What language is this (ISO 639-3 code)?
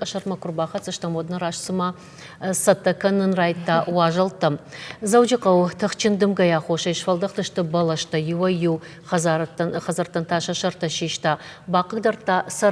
oss